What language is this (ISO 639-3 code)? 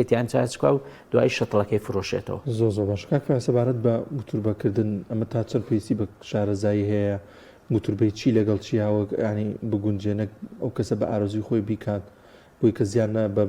ckb